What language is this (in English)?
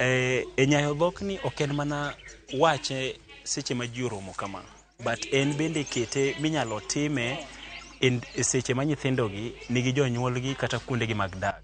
Luo (Kenya and Tanzania)